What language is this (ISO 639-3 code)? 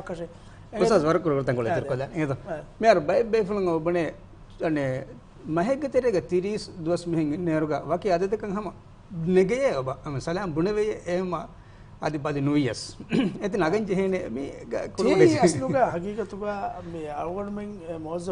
div